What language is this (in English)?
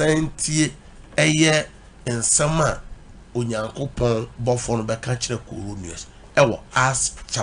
Akan